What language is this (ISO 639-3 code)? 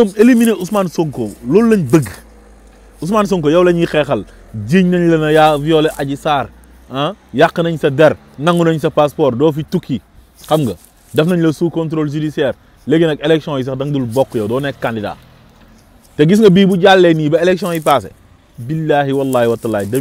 wol